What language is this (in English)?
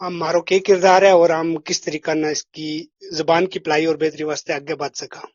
Gujari